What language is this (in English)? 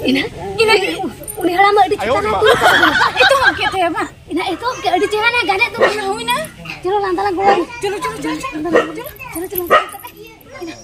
Santali